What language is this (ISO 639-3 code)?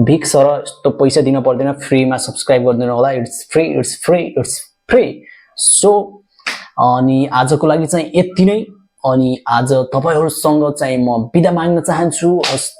nep